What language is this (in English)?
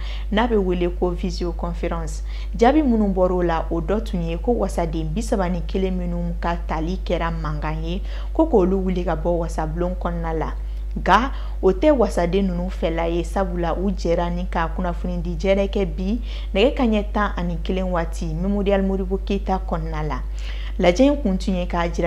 Bambara